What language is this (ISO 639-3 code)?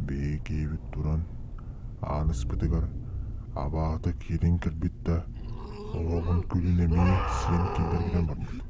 sah